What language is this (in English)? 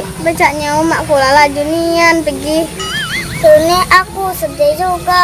Musi